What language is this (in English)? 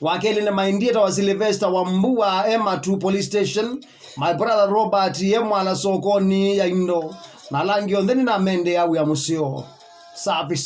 Kamba